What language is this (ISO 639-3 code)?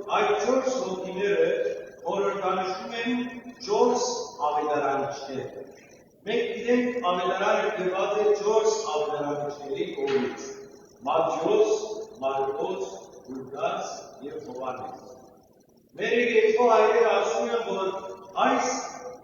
hyw